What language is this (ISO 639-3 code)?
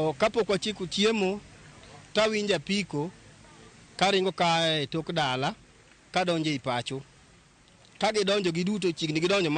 luo